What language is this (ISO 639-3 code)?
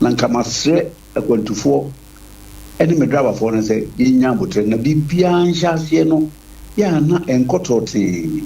aka